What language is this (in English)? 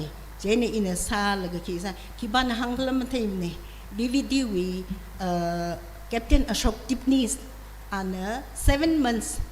Tangkhul Naga (India)